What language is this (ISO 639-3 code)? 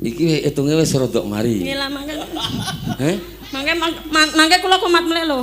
jav